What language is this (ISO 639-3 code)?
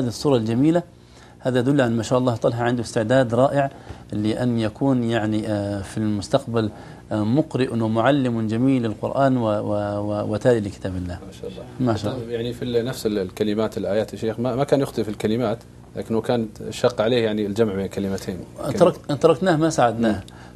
ara